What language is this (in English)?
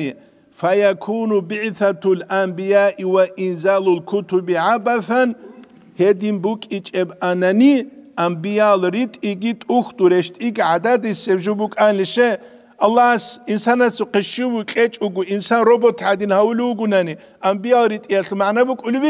Avaric